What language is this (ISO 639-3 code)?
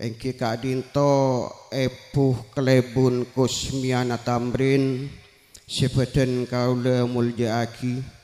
mad